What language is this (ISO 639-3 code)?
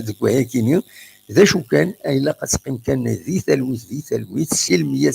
kab